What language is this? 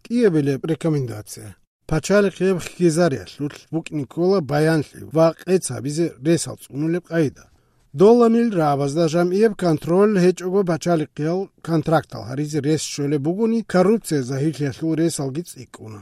Avaric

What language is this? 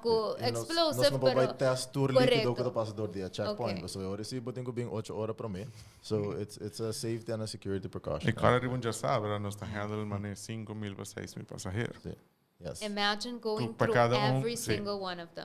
Papiamento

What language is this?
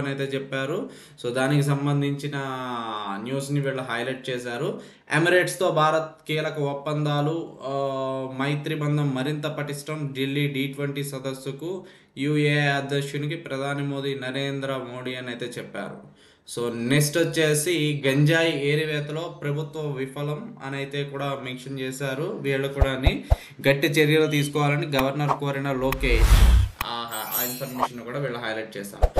Telugu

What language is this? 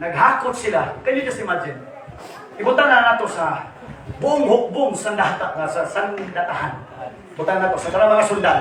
Cebuano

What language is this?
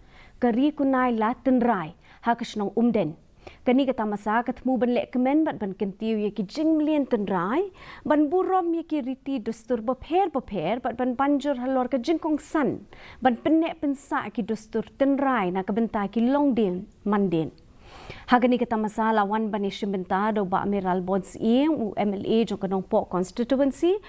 Khasi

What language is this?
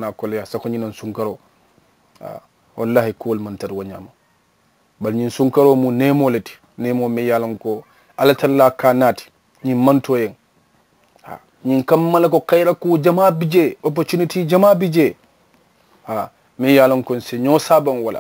Mandingo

